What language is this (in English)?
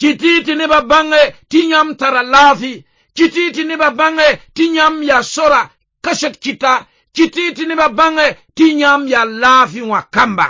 Mossi